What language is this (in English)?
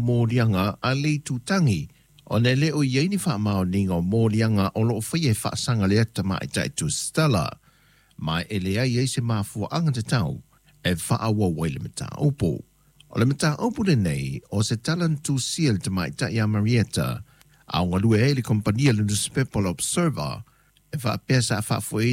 Samoan